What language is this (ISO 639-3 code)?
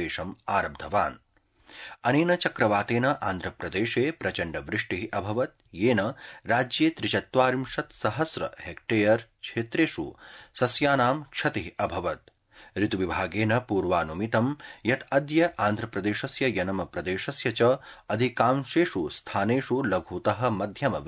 san